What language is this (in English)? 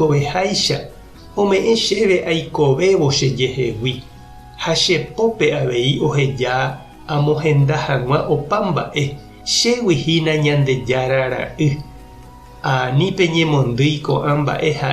Guarani